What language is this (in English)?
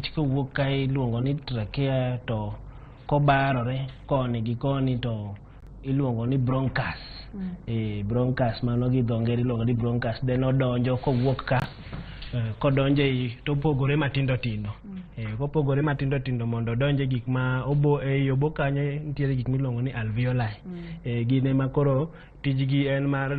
Luo (Kenya and Tanzania)